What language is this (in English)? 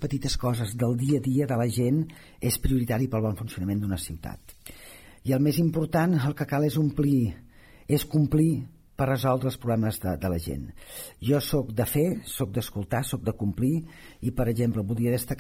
Catalan